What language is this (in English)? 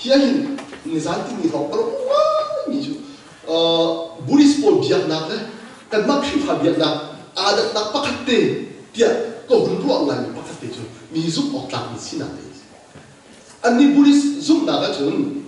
Hakha Chin